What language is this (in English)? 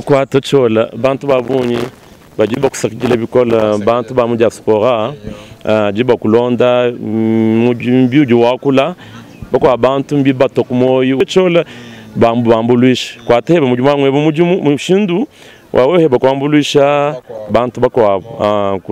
Luba-Lulua